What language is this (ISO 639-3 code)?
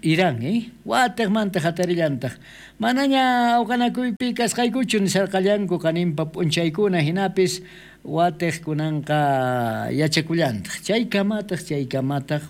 quh